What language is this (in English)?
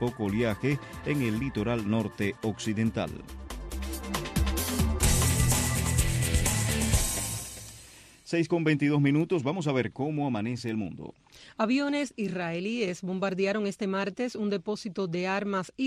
Spanish